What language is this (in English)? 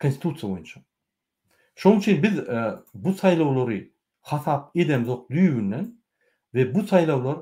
Turkmen